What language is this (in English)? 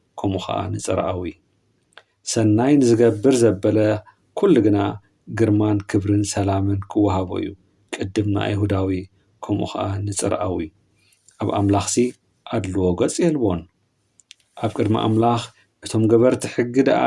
Tigrinya